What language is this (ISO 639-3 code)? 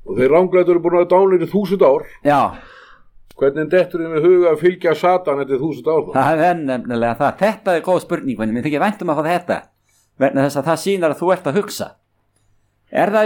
isl